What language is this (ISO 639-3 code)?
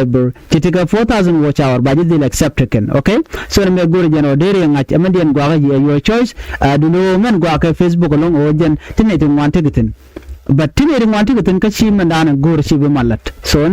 nus